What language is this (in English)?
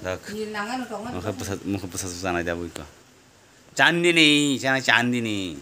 Kok Borok